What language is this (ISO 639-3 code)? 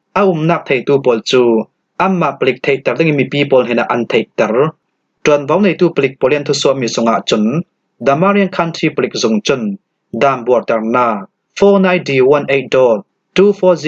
cfm